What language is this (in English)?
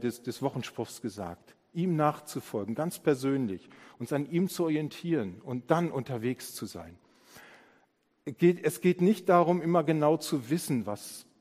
German